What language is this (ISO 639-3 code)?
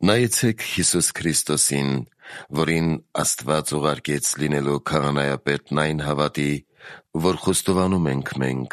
hye